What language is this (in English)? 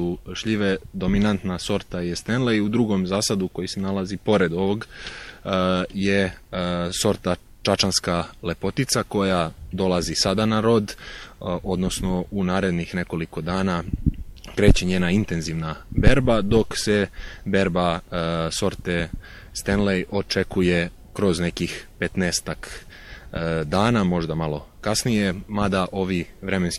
Serbian